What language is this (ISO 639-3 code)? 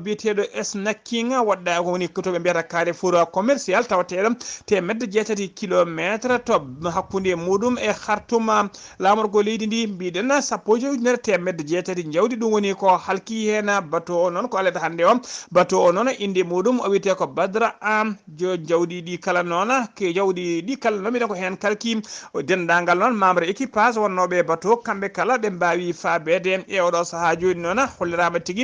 ful